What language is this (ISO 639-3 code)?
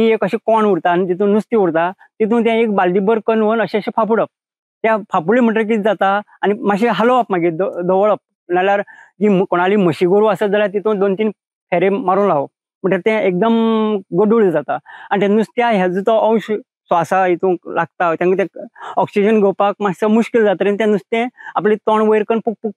kok